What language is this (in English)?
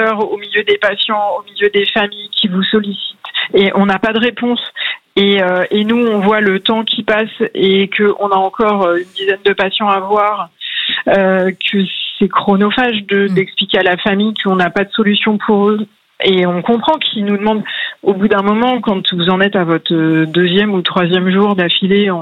French